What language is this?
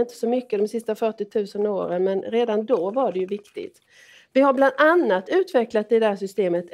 Swedish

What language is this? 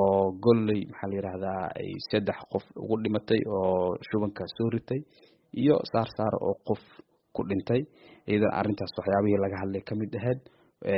Somali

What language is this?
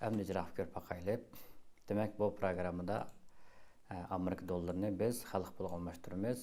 Uyghur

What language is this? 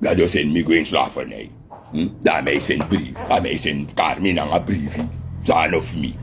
Sranan Tongo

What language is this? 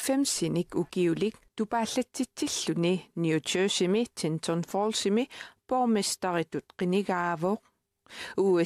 Kalaallisut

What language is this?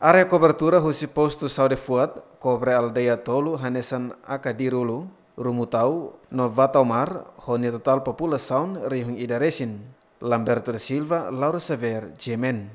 Tetum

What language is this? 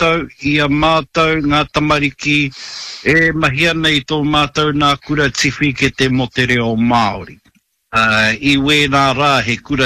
Māori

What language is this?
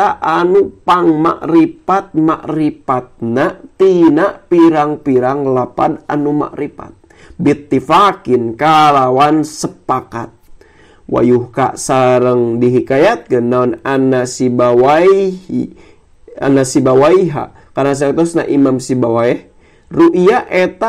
Sundanese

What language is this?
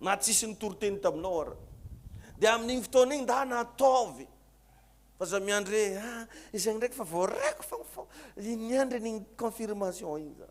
Malagasy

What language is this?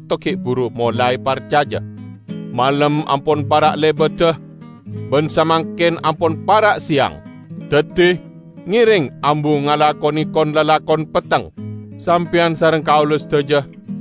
Madurese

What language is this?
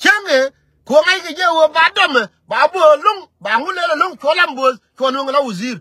Nuer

